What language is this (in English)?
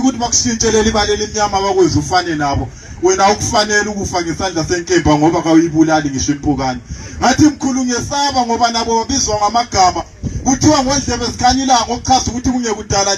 North Ndebele